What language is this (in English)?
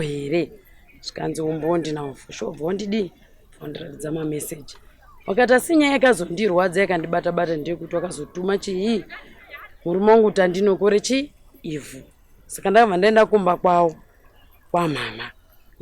Shona